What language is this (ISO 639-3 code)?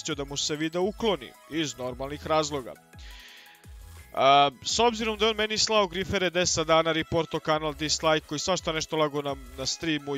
hrv